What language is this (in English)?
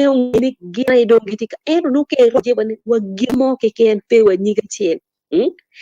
Acoli